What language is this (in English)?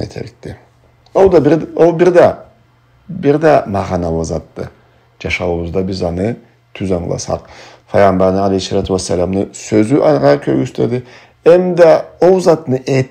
Karachay-Balkar